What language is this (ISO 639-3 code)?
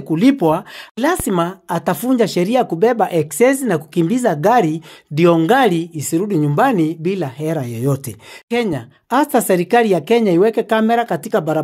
swa